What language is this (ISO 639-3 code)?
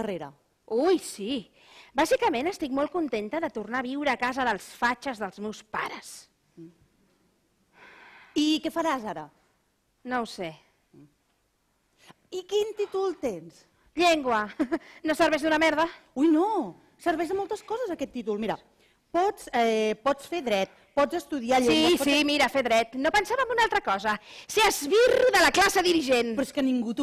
cat